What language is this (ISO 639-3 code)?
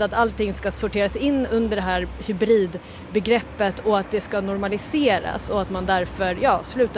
swe